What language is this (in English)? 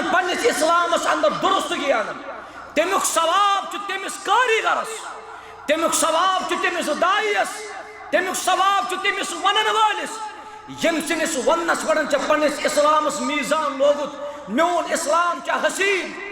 Kashmiri